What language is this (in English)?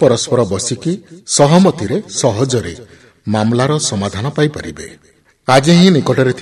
Odia